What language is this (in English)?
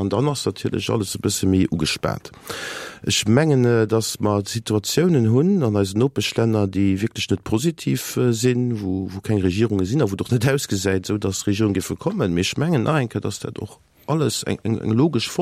Luxembourgish